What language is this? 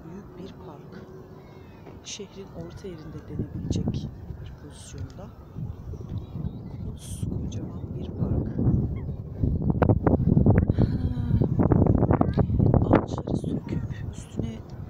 Turkish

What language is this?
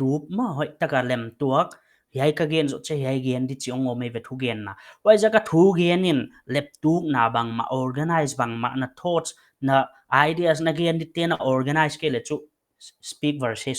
Paite Chin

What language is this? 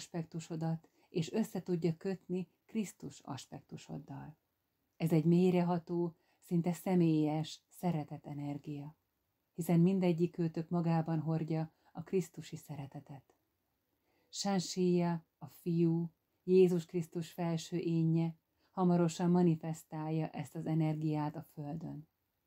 Hungarian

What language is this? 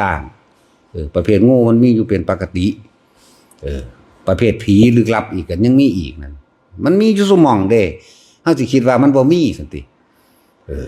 Northeastern Thai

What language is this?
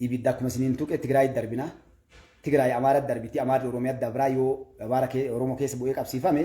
Oromo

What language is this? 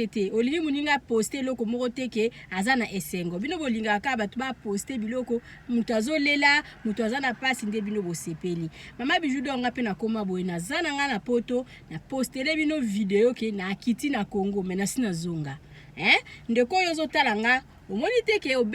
Lingala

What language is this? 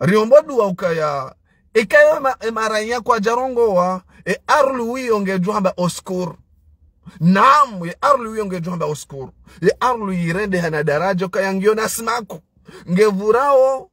Ngazidja Comorian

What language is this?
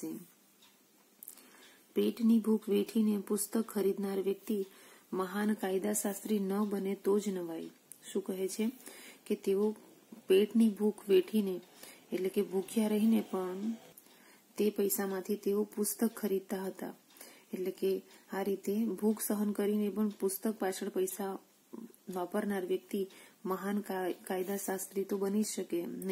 Gujarati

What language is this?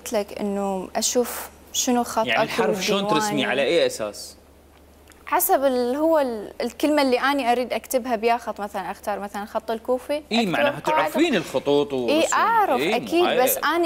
Mesopotamian Arabic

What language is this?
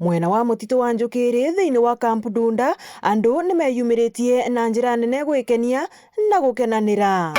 Meru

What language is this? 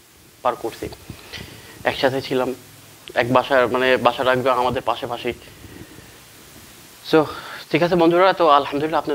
Bangla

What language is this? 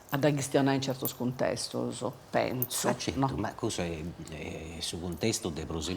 Sardinian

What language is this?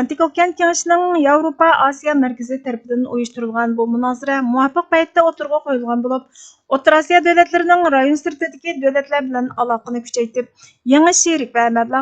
Uyghur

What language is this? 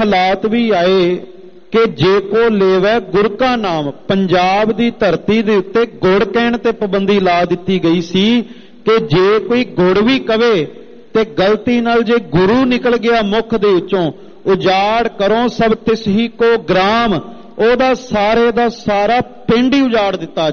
Punjabi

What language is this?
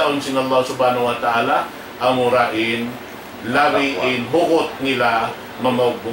Tausug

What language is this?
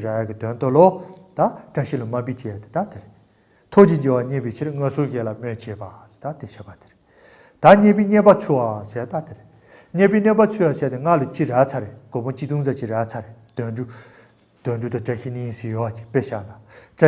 Tibetan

